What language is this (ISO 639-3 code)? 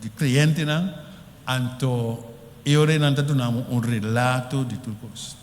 pap